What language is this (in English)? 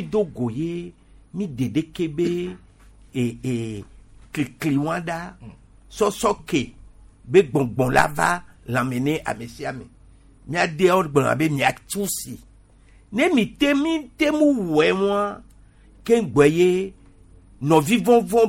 Gen